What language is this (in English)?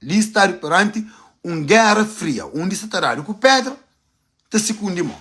Kabuverdianu